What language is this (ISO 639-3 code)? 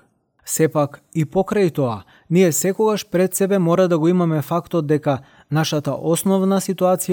mkd